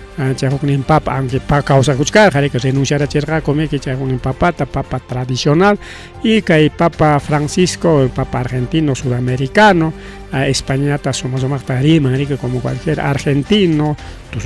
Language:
Ayacucho Quechua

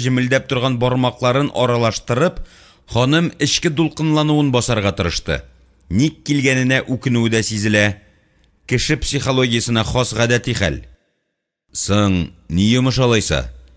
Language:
Tatar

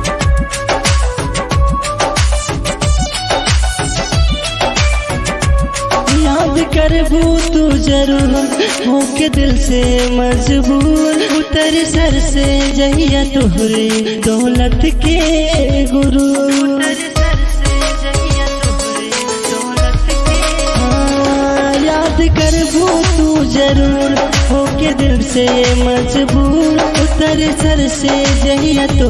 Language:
Bhojpuri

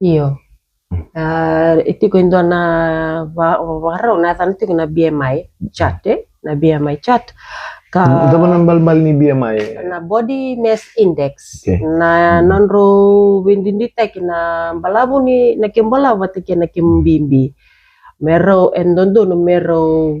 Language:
Fijian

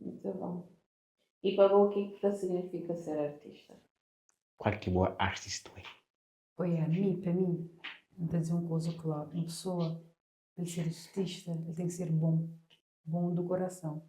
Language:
Kabuverdianu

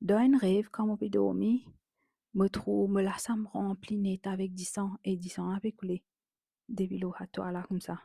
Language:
Morisyen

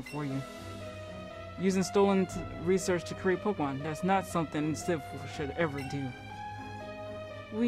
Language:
English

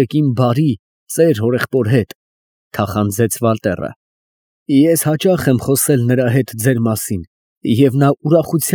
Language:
Armenian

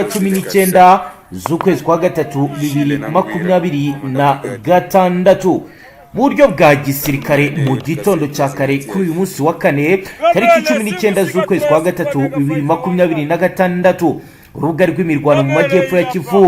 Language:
Kinyarwanda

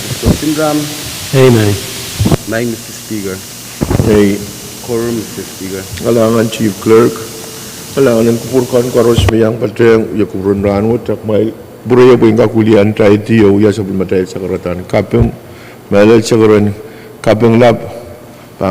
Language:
Pohnpeian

